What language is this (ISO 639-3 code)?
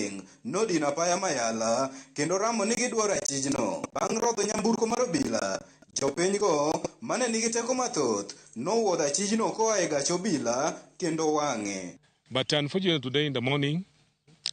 luo